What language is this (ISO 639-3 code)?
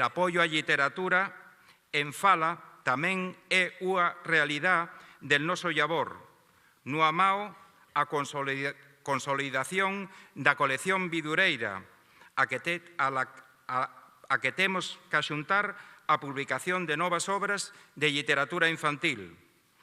ast